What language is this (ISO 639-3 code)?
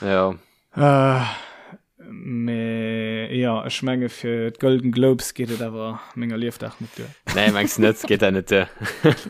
ltz